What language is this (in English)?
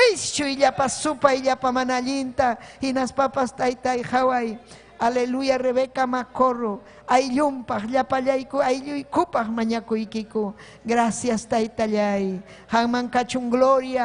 Ayacucho Quechua